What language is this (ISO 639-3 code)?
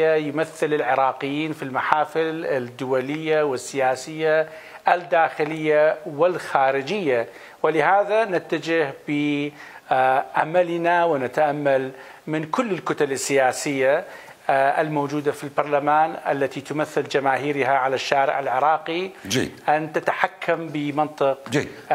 acm